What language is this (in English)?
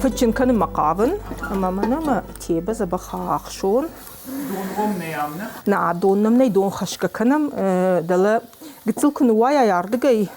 Ossetic